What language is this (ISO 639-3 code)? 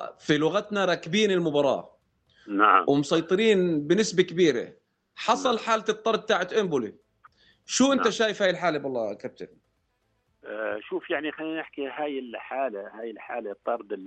apc